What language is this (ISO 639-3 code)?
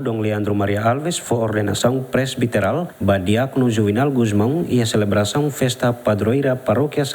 tet